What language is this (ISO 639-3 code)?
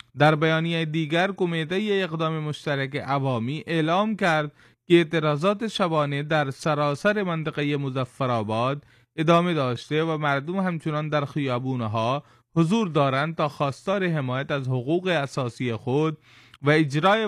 fas